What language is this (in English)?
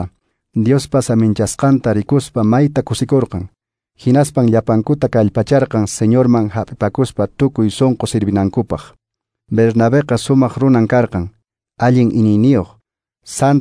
Quechua